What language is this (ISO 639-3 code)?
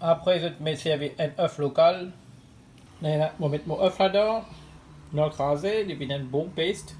mfe